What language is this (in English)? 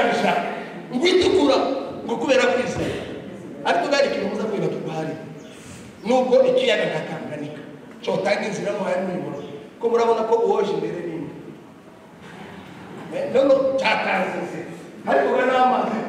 Kinyarwanda